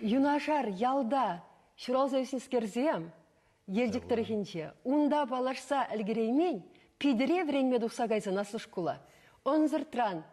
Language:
Chuvash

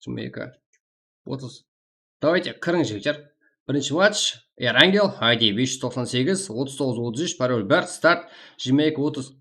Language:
Kara-Kalpak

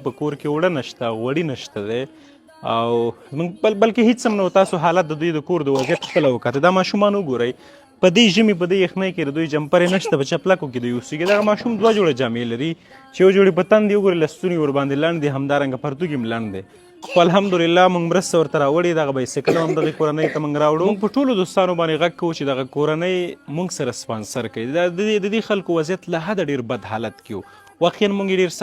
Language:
Pashto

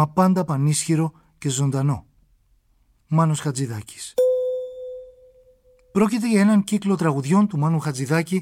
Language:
Greek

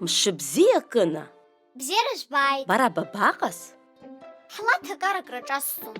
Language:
Abkhazian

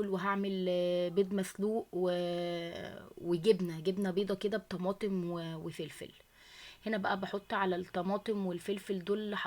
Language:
Egyptian Arabic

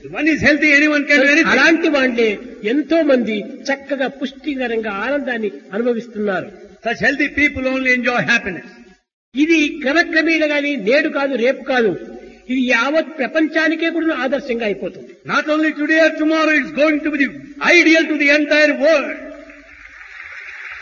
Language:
Telugu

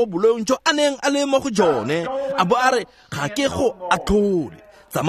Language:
Tswana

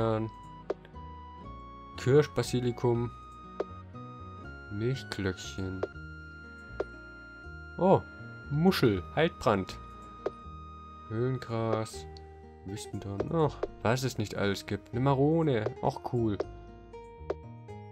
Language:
German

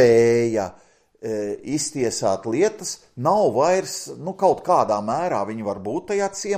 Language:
Latvian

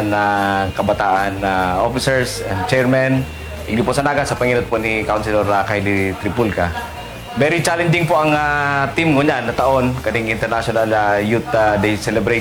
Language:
Bikol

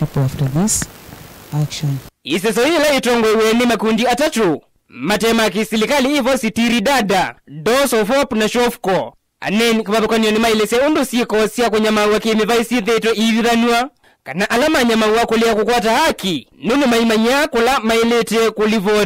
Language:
Kamba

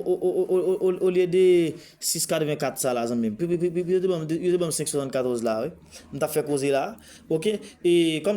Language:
Haitian Creole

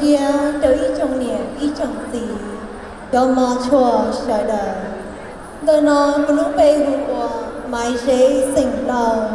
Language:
Hmong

